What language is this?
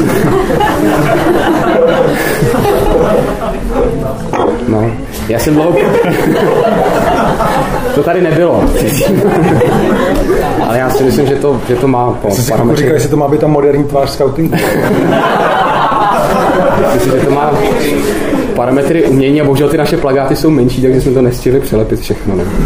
Czech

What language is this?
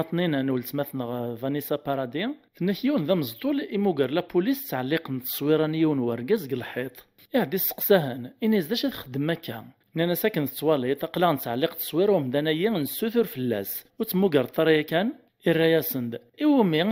Kabyle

